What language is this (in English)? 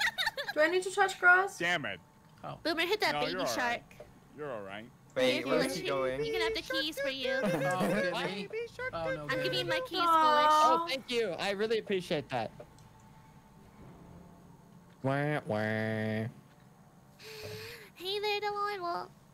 English